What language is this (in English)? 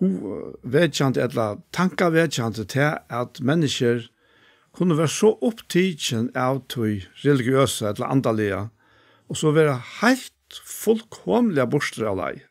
Faroese